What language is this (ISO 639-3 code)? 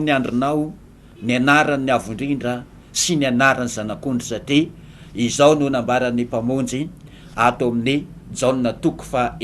mlg